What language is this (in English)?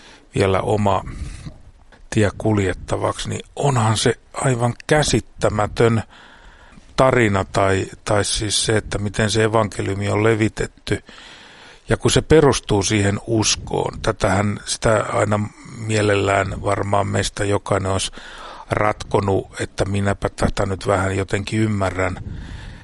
Finnish